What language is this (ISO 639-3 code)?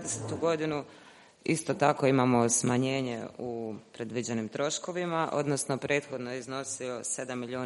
hrv